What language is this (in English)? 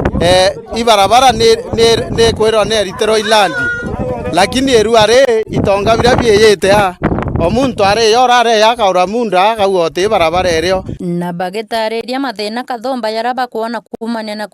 Meru